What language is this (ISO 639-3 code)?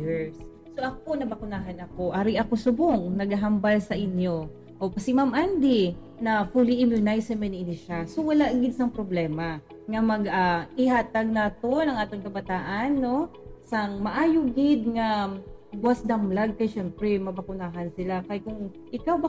hil